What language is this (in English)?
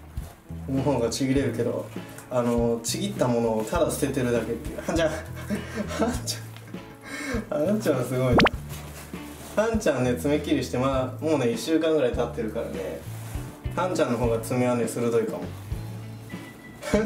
Japanese